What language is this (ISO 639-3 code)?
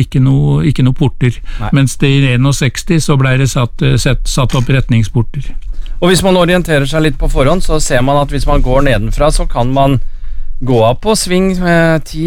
nor